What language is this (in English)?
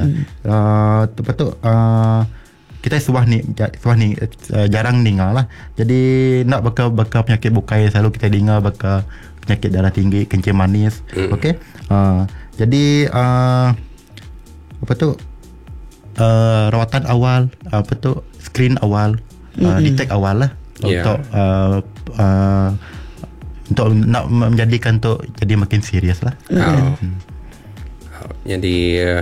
Malay